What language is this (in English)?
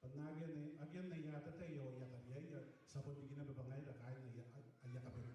Gilbertese